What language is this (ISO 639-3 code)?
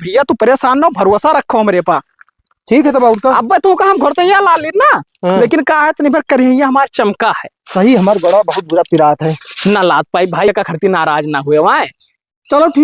awa